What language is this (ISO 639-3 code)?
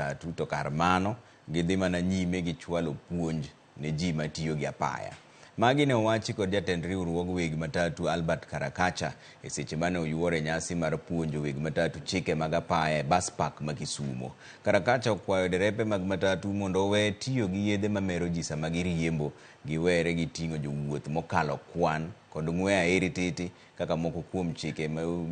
luo